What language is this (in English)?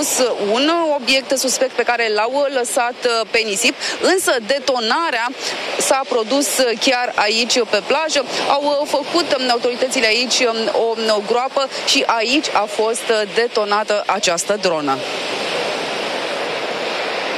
Romanian